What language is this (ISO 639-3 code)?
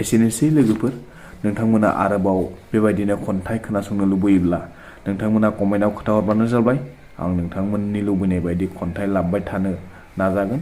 brx